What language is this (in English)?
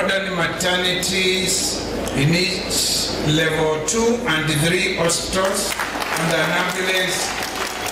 Kamba